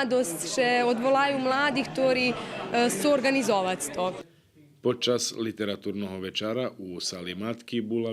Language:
Rusyn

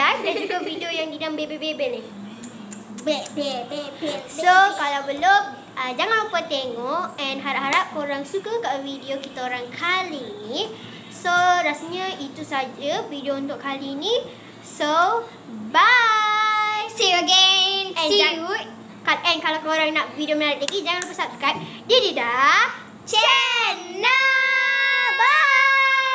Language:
Malay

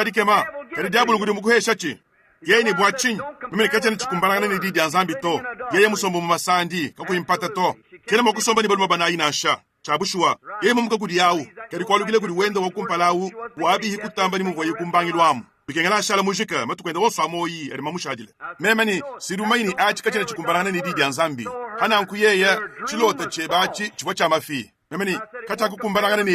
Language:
Luba-Lulua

